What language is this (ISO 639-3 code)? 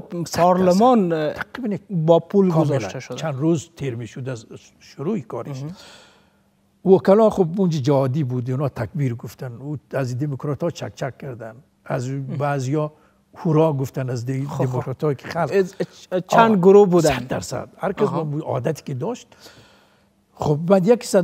fas